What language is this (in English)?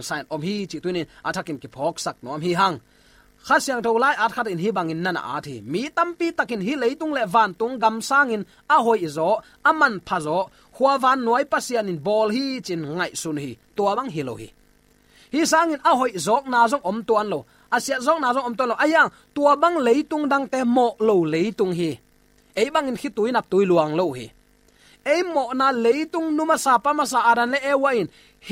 Tedim Chin